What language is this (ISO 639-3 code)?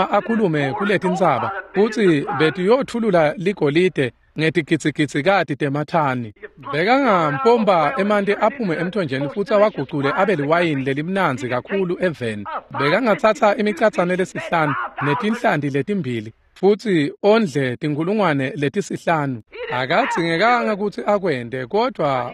ssw